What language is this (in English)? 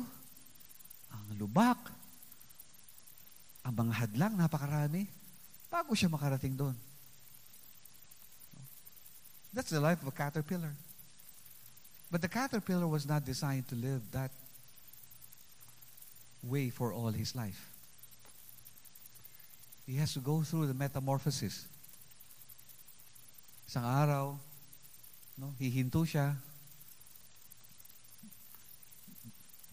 Filipino